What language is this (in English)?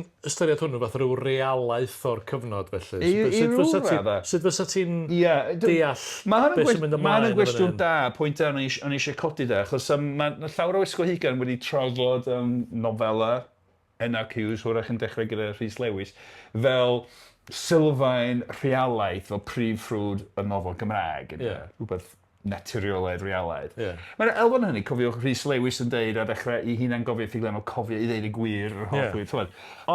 Welsh